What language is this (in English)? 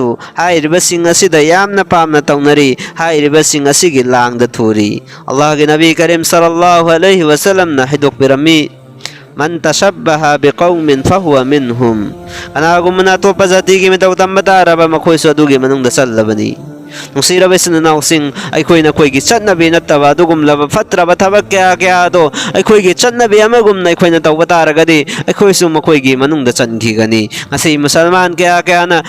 Manipuri